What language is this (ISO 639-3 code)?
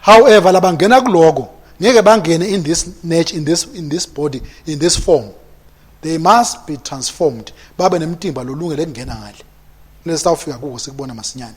ssw